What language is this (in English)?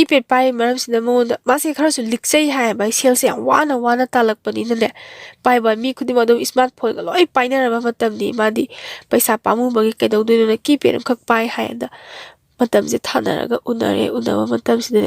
Manipuri